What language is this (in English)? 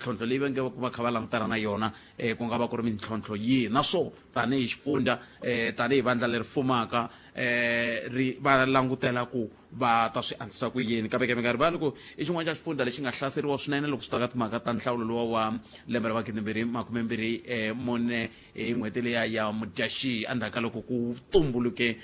Tsonga